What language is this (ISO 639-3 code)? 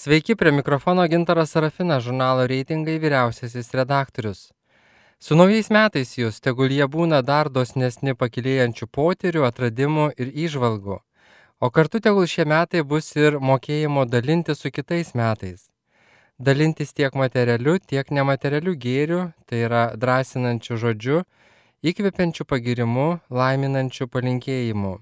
lit